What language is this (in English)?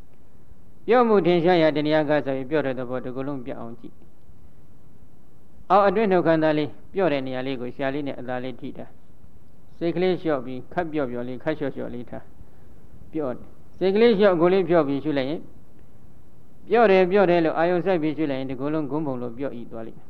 Burmese